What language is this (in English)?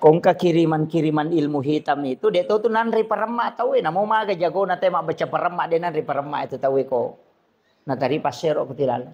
Buginese